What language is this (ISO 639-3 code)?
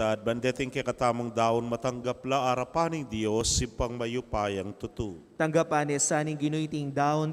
pam